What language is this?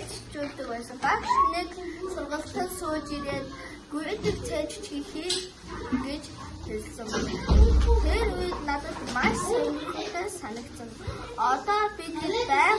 Mongolian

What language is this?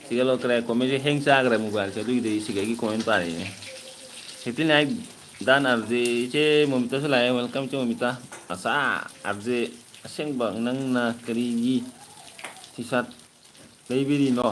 Manipuri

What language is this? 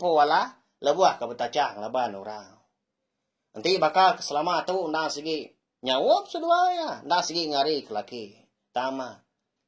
Iban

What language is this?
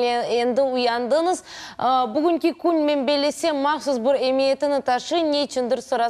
Crimean Tatar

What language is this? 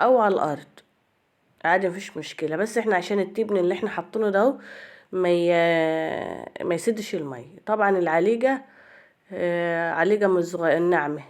Egyptian Arabic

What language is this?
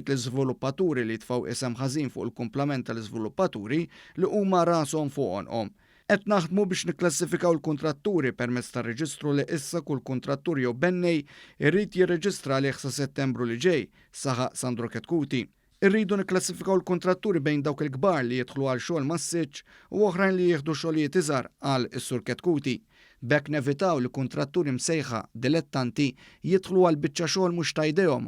Maltese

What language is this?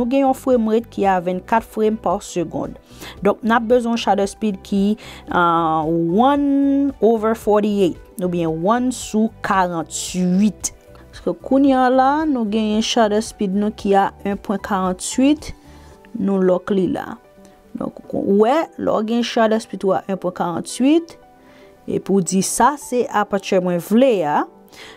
Haitian Creole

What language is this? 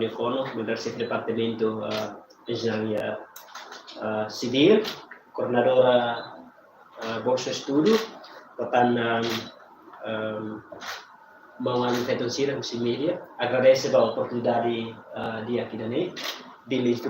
Tetum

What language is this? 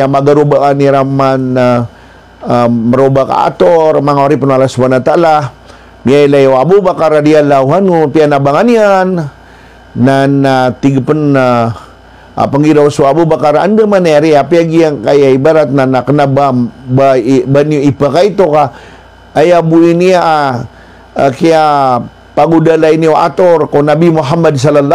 Maranao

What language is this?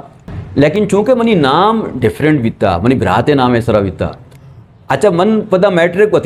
Eastern Balochi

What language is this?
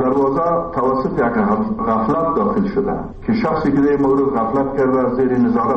Persian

